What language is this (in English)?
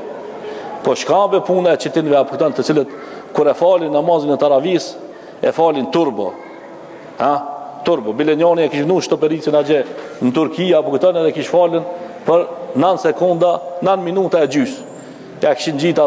Albanian